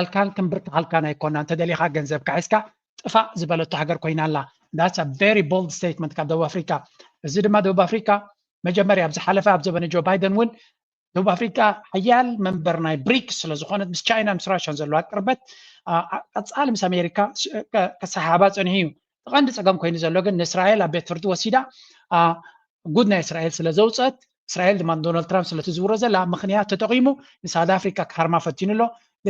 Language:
Tigrinya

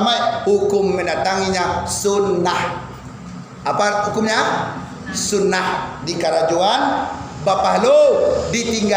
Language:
Minangkabau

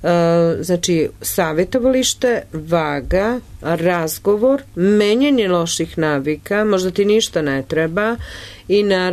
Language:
Serbian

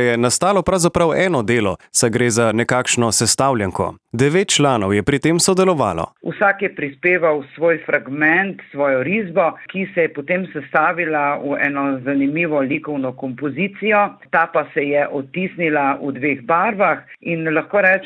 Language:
Slovenian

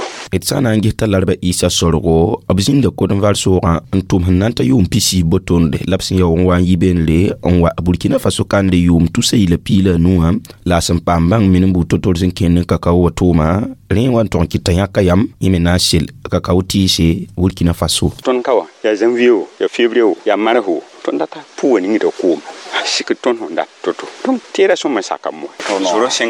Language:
Mossi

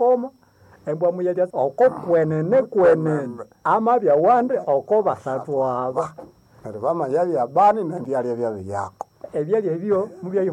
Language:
Nande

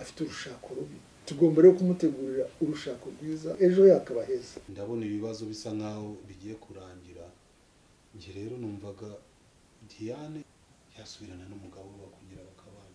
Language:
Kinyarwanda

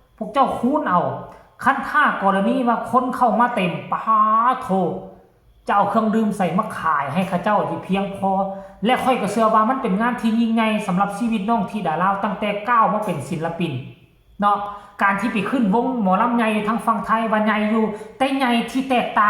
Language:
Northeastern Thai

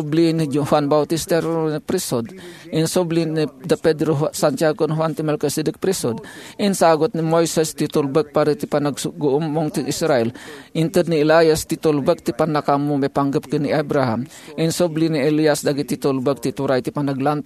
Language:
Iloko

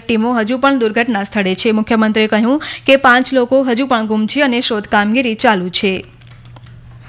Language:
Gujarati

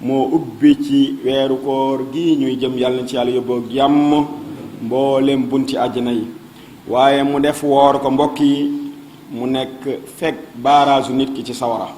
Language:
Wolof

